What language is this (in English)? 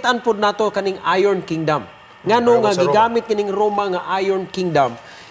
Cebuano